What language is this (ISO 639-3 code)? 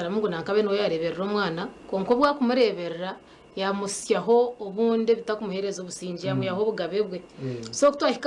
nyn